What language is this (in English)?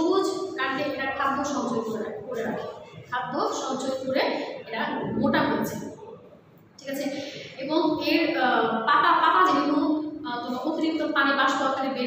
Bangla